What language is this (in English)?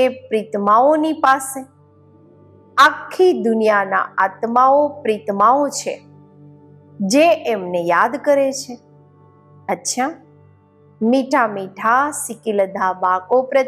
Gujarati